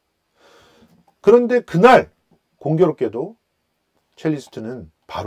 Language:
Korean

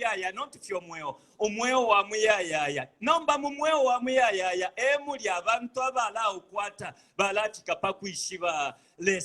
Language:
Bemba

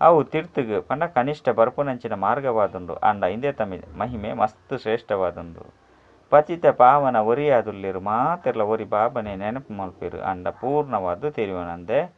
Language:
Tulu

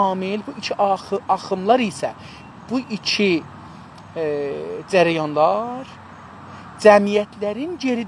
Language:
South Azerbaijani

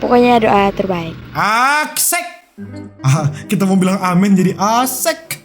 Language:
Manado Malay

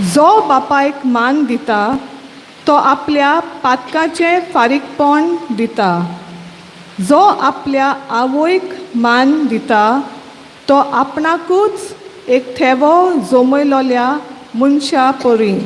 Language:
Konkani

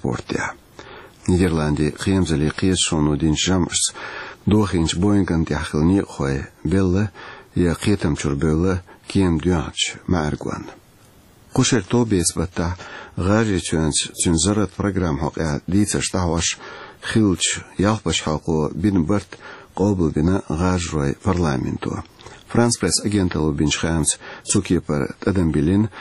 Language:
Chechen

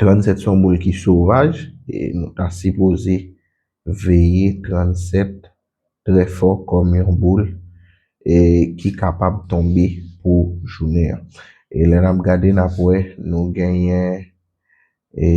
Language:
Haitian Creole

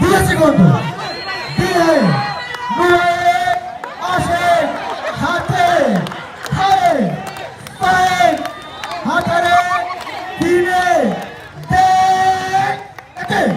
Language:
Divehi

